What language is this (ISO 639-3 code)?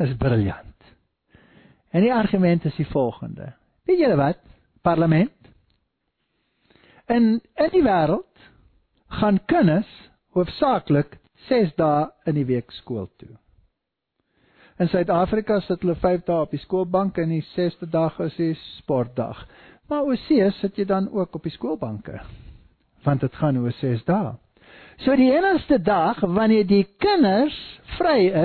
afr